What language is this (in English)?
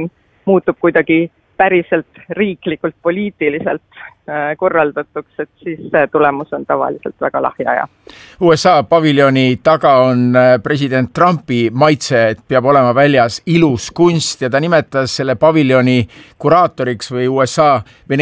Estonian